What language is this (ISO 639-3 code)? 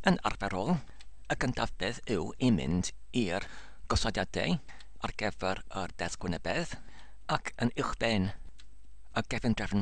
cym